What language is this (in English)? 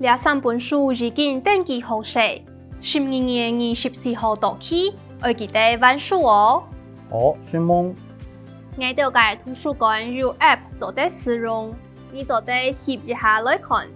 Hakka Chinese